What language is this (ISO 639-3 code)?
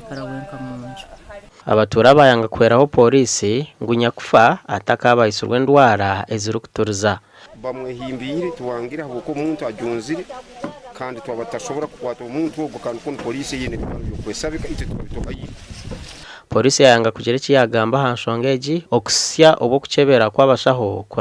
nyn